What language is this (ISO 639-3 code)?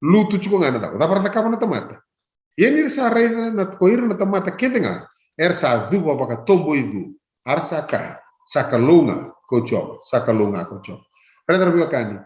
fij